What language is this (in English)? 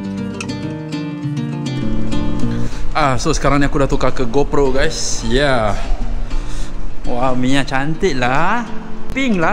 Malay